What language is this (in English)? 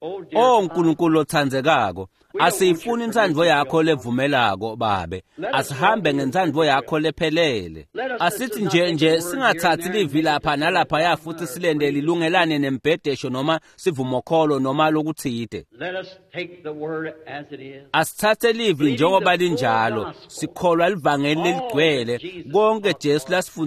Swati